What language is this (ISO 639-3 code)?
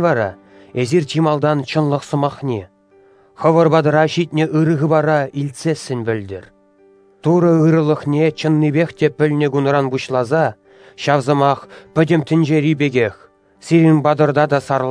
chv